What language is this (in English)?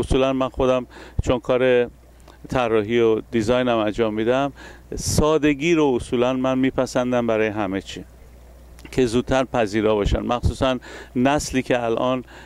Persian